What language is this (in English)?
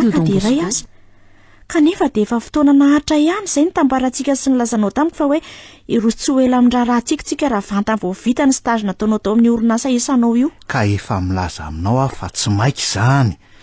Malagasy